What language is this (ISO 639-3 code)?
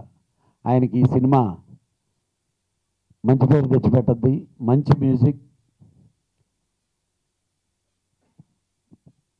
tel